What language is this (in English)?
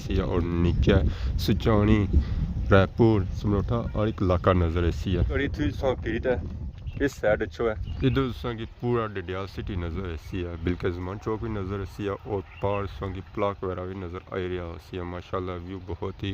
Pahari-Potwari